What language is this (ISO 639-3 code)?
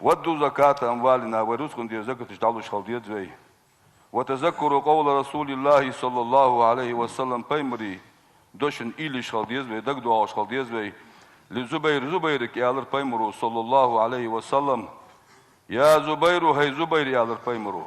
inh